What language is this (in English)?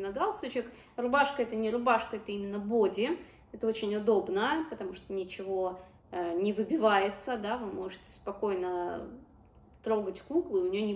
Russian